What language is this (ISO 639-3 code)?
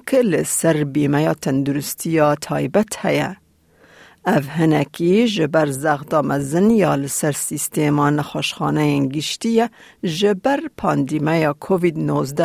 kur